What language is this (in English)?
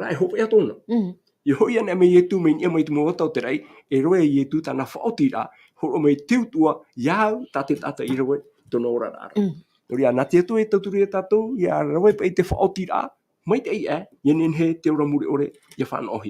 Tahitian